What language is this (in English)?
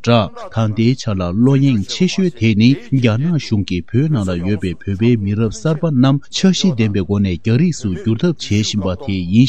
Tibetan